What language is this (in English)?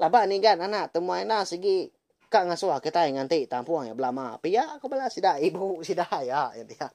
Iban